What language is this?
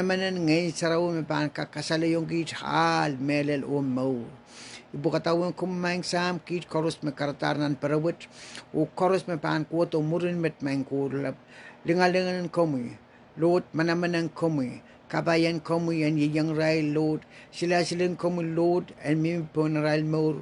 Pohnpeian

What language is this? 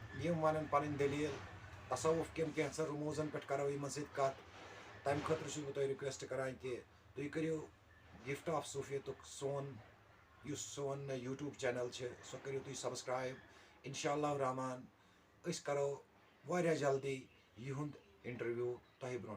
Kashmiri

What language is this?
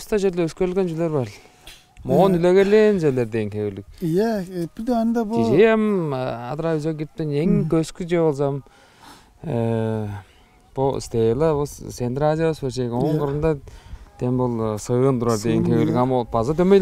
Tuvinian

